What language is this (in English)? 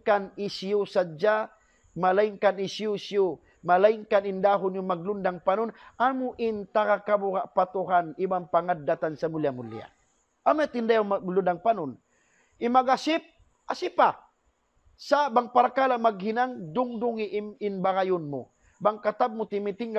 Tausug